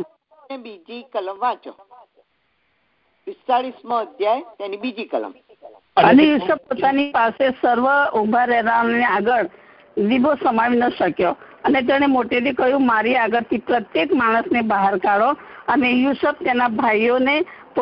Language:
Gujarati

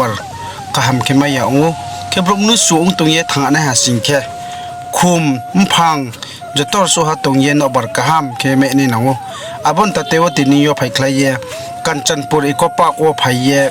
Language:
Riang (India)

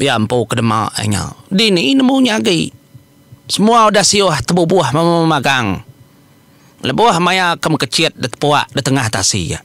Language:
Iban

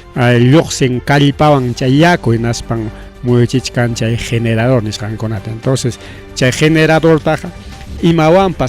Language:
Ayacucho Quechua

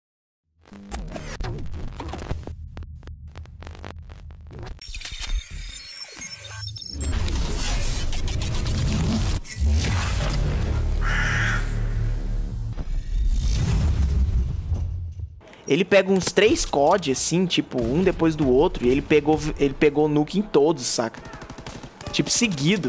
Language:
Portuguese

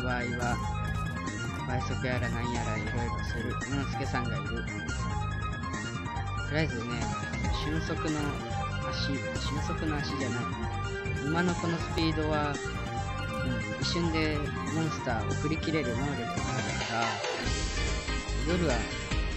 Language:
Japanese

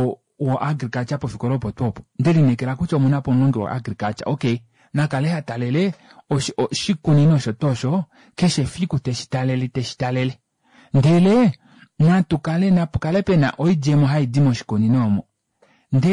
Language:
Kuanyama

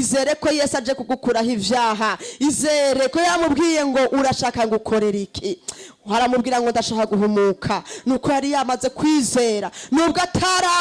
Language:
Rundi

